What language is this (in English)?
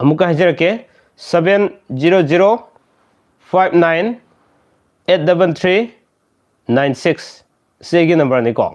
Manipuri